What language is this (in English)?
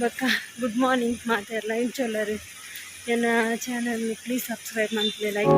Tulu